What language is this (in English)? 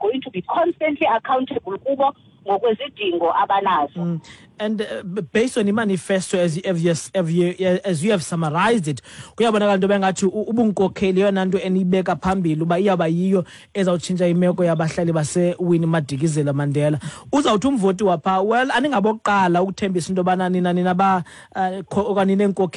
Xhosa